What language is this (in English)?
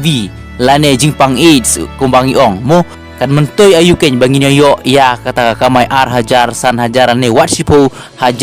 Khasi